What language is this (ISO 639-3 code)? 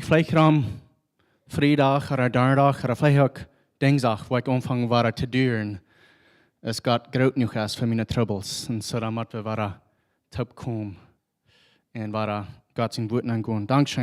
pdt